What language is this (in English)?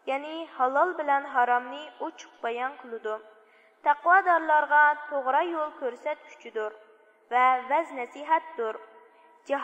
Uyghur